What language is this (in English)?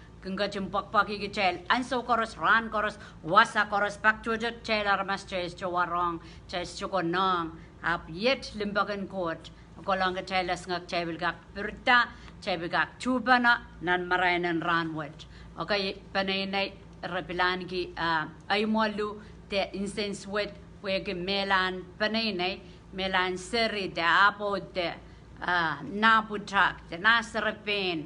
Pohnpeian